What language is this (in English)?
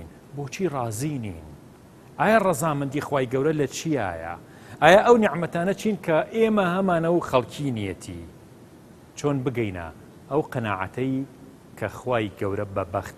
Central Kurdish